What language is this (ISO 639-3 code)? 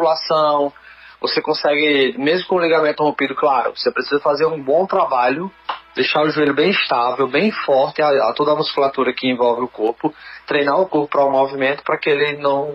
por